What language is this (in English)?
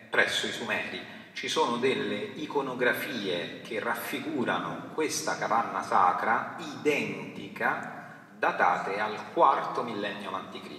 Italian